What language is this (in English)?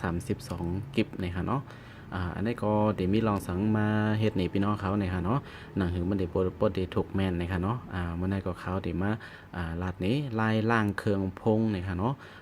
Shan